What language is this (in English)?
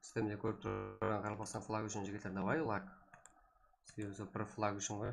Kara-Kalpak